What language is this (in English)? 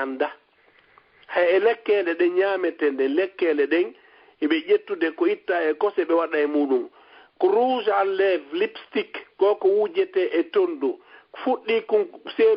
Fula